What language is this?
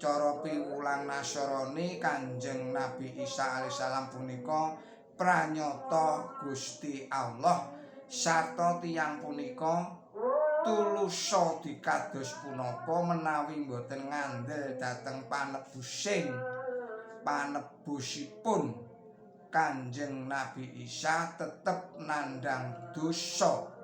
Javanese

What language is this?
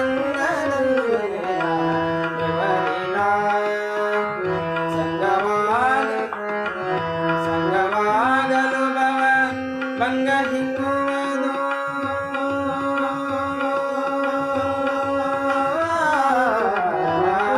Kannada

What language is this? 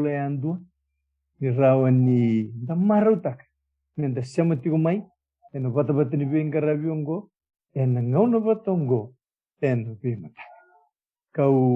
Fijian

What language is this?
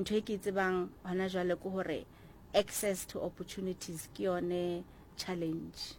Southern Sotho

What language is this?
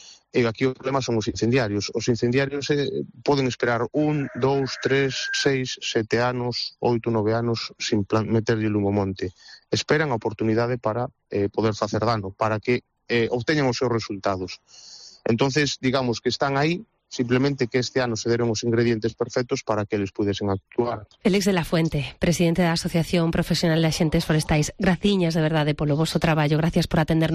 Galician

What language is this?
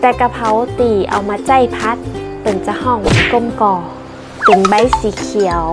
Northern Thai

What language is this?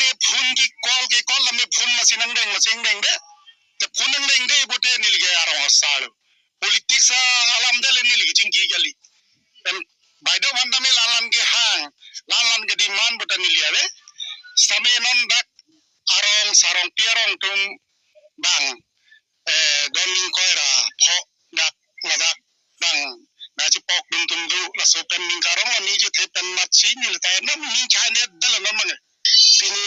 Karbi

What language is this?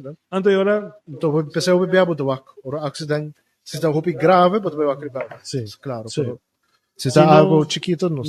Papiamento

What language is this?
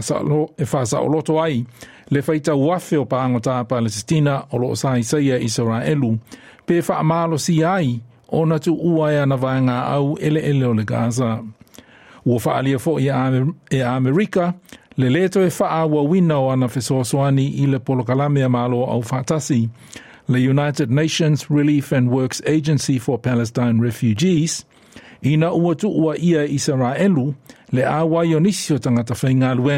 Samoan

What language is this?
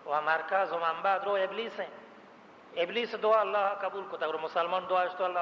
Baluchi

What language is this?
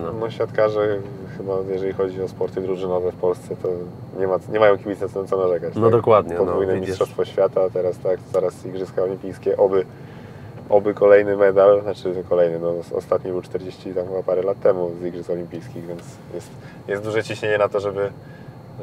Polish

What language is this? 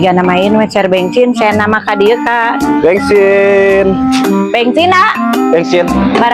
Sundanese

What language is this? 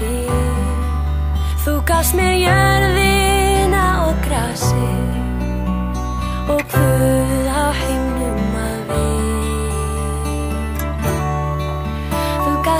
Icelandic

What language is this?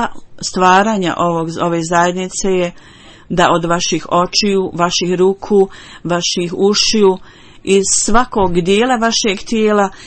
Bosnian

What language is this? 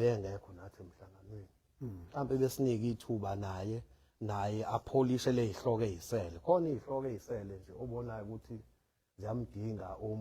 Zulu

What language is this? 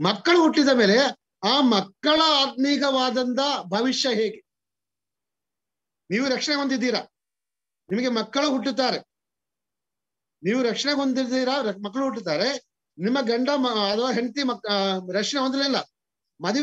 Kannada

